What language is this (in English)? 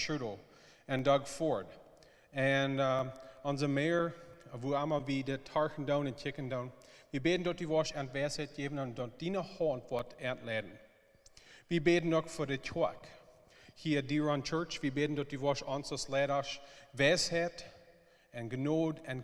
Plautdietsch